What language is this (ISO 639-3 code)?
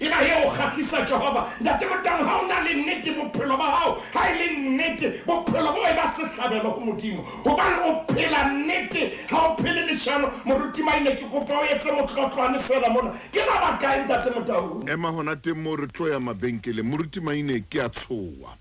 sot